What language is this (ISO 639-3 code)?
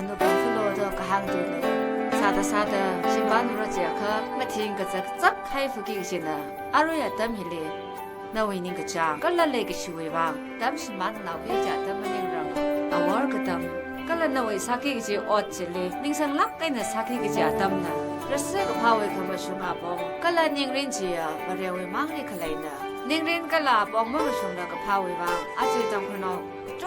nmf